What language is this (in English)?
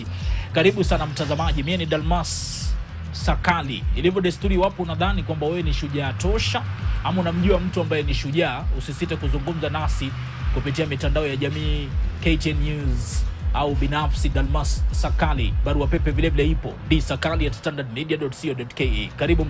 Swahili